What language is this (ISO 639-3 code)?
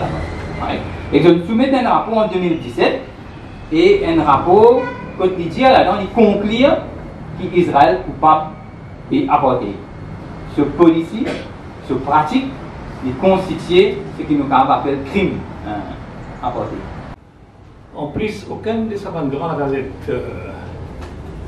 mfe